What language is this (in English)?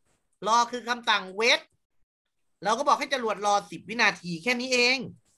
Thai